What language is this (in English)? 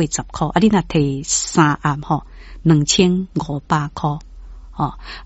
Min Nan Chinese